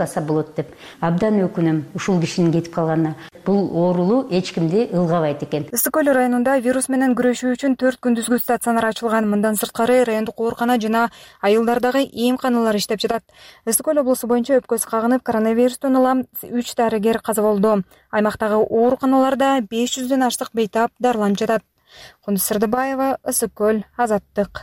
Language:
Kyrgyz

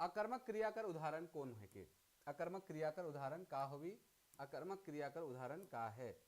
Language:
Sadri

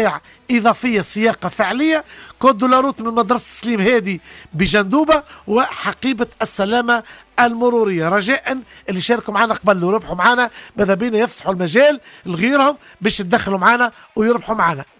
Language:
Tunisian Arabic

